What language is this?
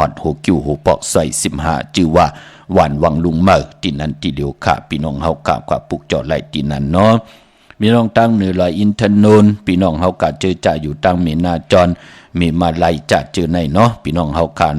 Shan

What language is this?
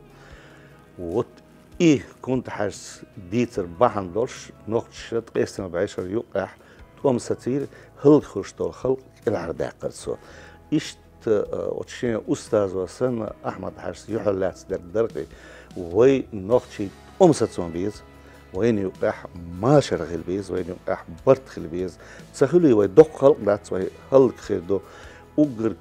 Chechen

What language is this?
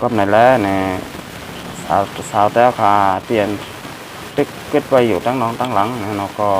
Shan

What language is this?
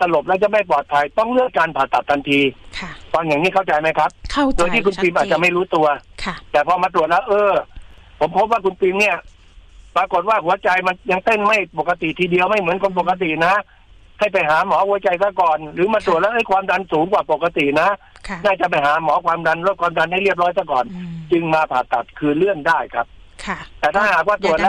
Thai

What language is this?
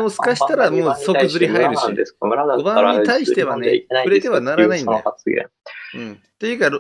Japanese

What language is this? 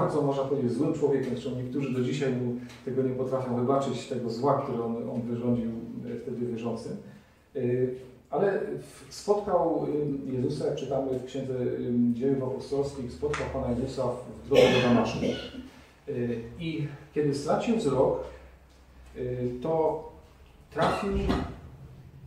Polish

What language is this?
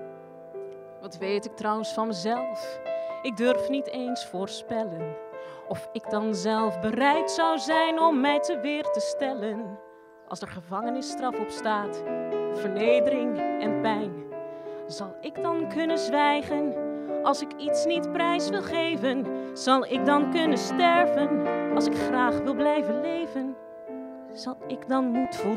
Dutch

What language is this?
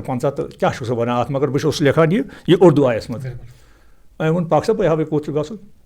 Kashmiri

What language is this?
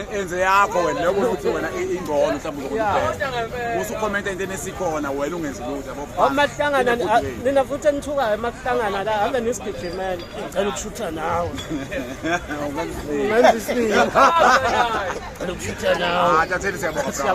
Zulu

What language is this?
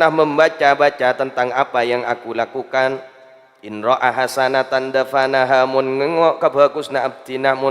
Madurese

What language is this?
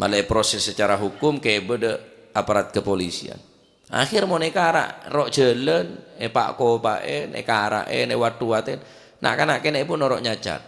Madurese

